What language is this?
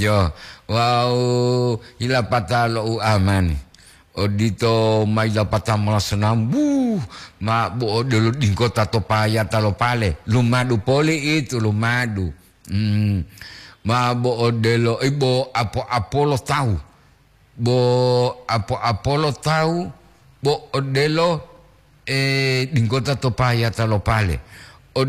Gorontalo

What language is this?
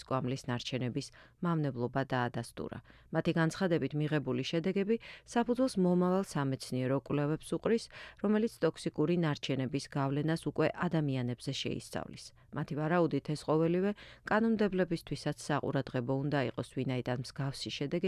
Georgian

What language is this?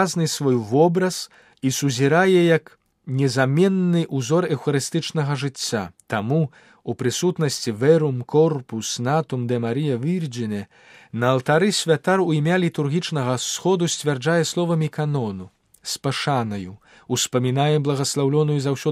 Belarusian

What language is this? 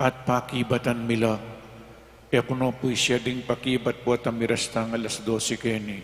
Pampanga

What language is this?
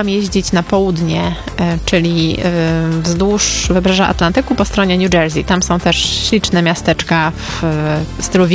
Polish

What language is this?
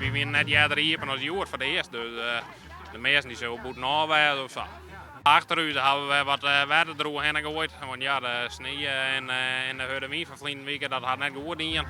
Western Frisian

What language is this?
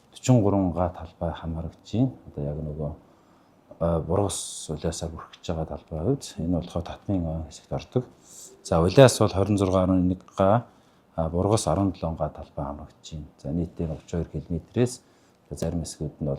Mongolian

